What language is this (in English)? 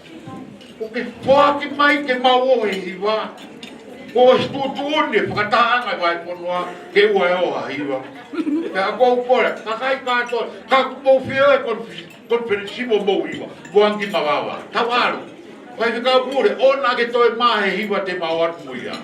Tongan